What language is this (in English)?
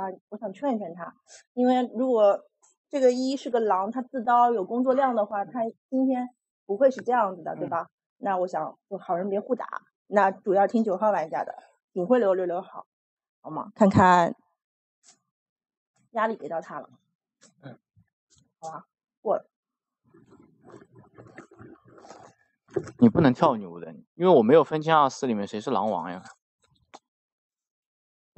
Chinese